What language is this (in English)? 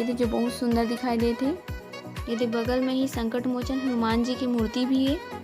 Chhattisgarhi